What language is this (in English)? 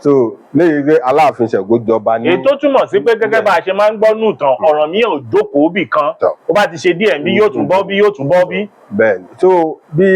Yoruba